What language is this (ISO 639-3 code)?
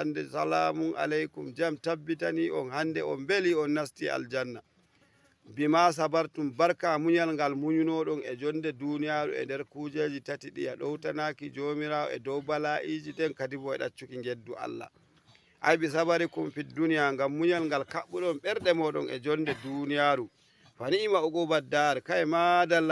ful